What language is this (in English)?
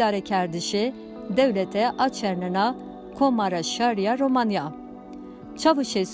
Zaza